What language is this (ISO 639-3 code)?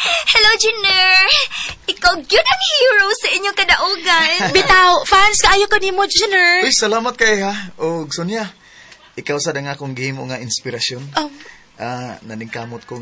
ceb